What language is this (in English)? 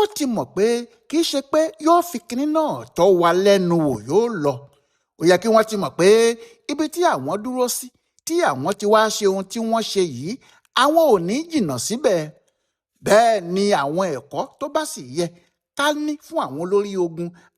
Yoruba